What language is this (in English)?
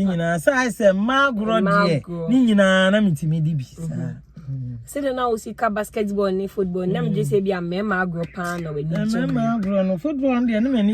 Akan